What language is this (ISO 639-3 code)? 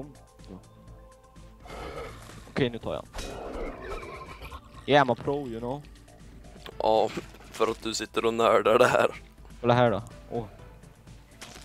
swe